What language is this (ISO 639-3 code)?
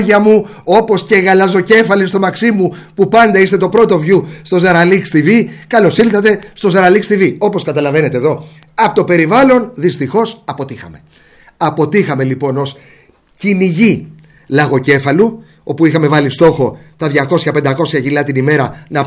ell